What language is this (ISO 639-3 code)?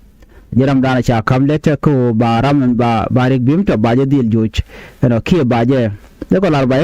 nus